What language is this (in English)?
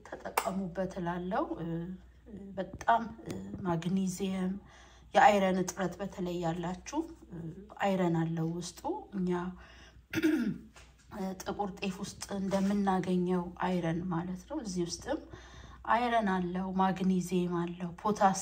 Amharic